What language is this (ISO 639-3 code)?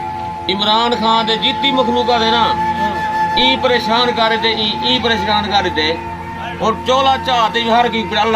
skr